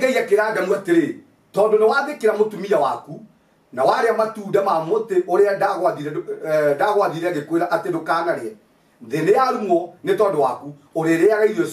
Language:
Kikuyu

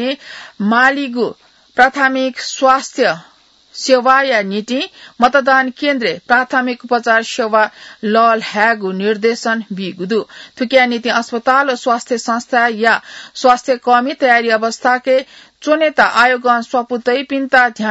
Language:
Newari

